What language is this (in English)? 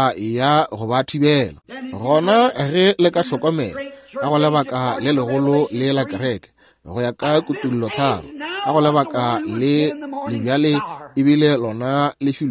Northern Sotho